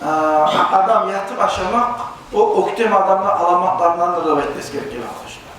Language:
Kumyk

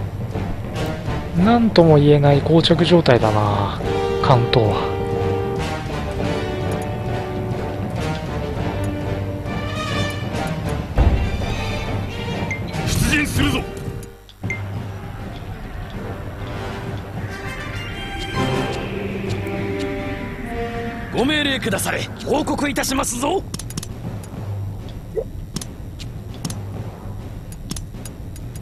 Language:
Japanese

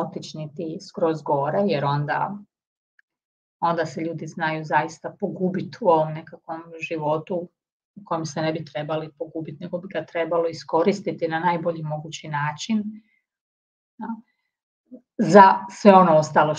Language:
Croatian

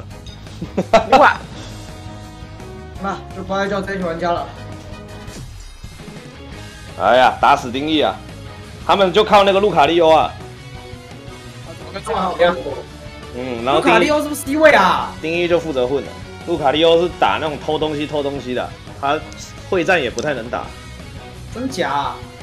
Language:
Chinese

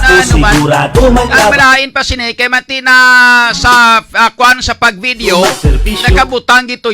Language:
Hiligaynon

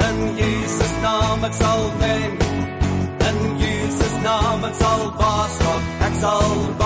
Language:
Afrikaans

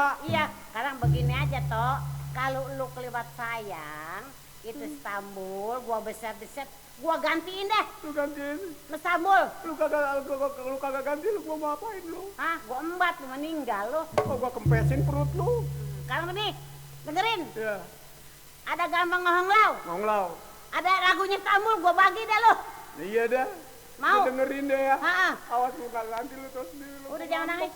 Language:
Betawi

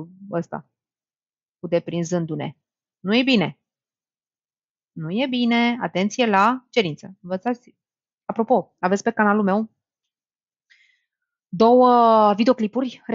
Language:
Romanian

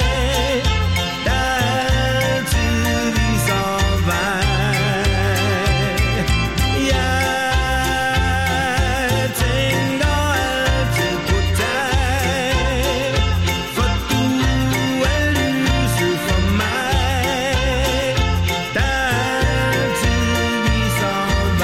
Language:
Danish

